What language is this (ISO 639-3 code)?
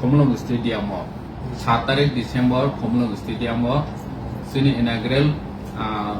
trp